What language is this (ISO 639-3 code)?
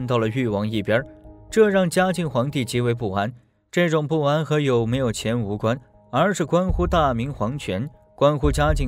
zho